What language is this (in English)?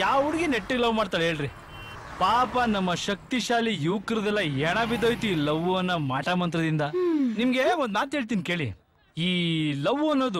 Kannada